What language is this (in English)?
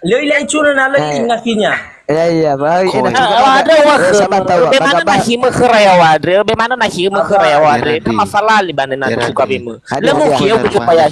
Nias